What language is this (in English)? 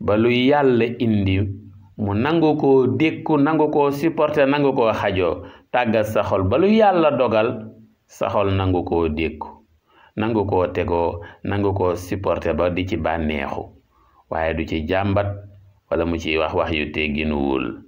Wolof